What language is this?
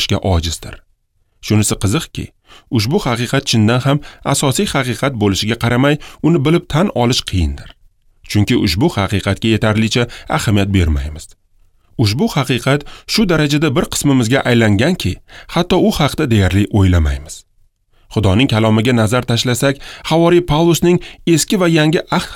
Uzbek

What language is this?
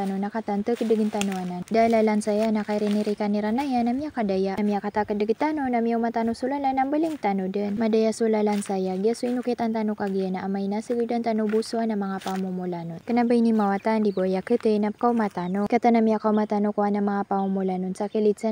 Maranao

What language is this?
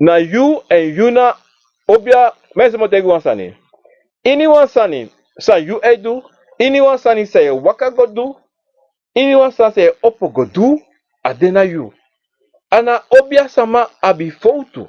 Sranan Tongo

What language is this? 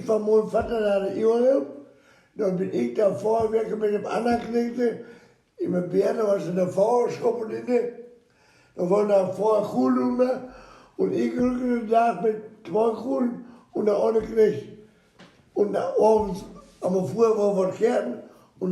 Westphalien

